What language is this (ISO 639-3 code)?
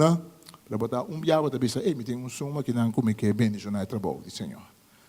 pap